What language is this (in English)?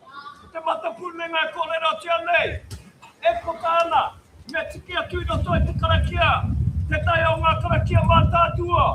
Māori